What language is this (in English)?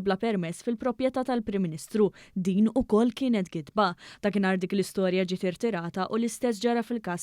Maltese